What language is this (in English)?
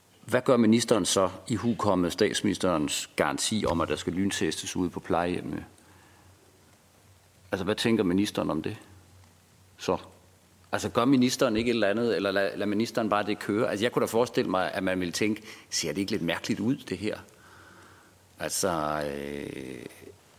Danish